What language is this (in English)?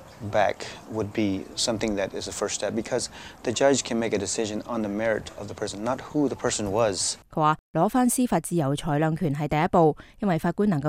Cantonese